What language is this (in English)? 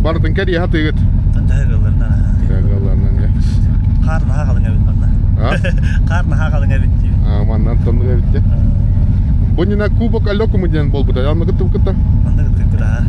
Yakut